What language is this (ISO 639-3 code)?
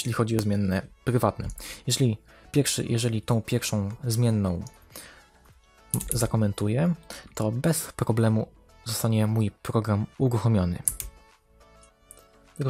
pol